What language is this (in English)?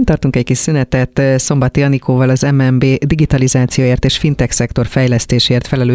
Hungarian